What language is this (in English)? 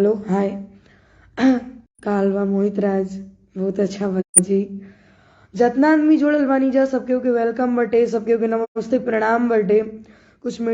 Bhojpuri